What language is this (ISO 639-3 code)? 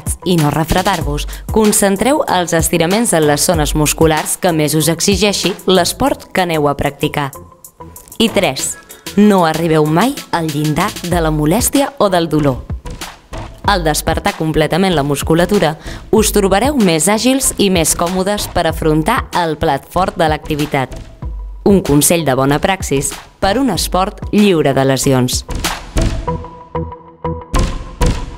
cat